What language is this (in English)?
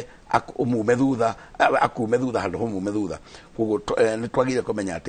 Kikuyu